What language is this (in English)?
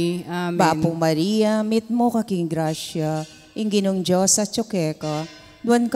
Pampanga